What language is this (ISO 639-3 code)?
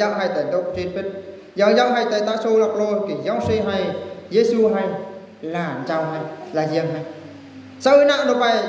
bru